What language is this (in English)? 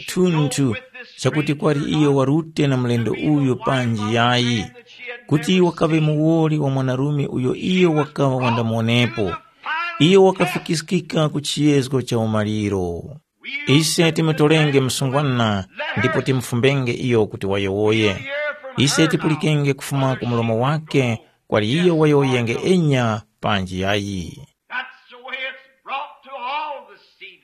Tumbuka